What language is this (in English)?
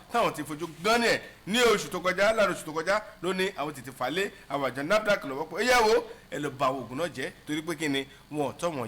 Yoruba